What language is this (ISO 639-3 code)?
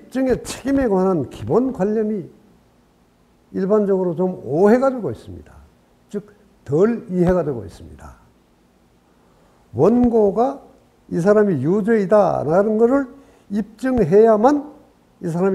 kor